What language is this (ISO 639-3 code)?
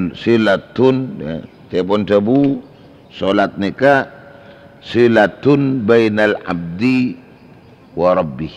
mad